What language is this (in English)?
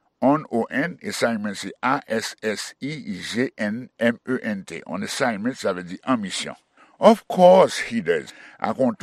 Haitian Creole